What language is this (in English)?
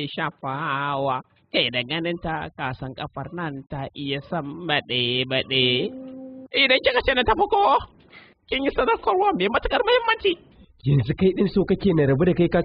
Hausa